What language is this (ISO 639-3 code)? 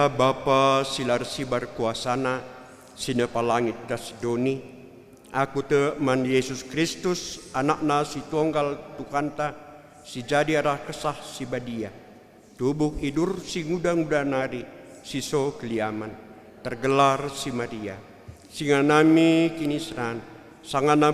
btx